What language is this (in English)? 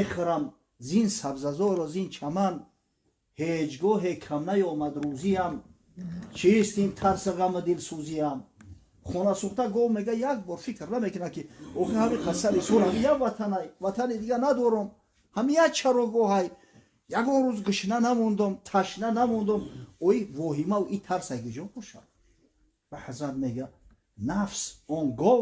Tajik